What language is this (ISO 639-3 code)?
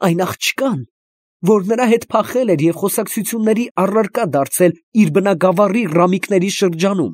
hye